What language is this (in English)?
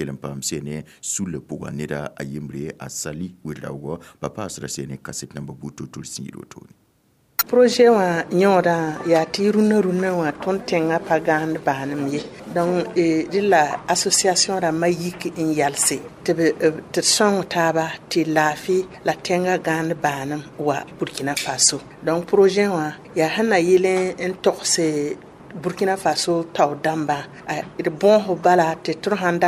Mossi